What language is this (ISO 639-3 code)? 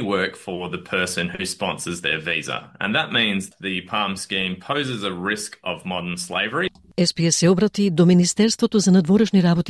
mkd